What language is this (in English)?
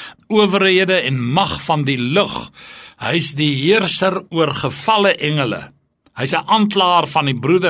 Afrikaans